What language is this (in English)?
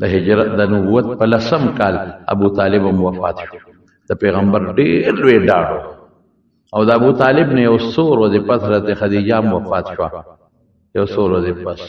Pashto